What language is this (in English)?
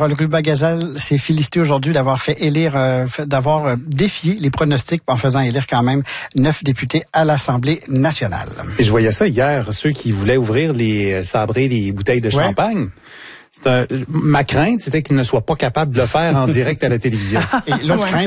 French